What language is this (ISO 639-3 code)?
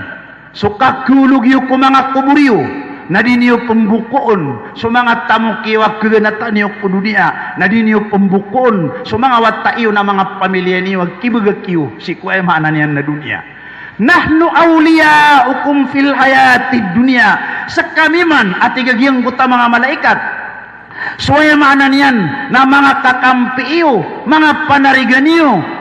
mrw